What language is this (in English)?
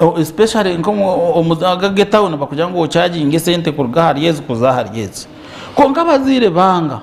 Nyankole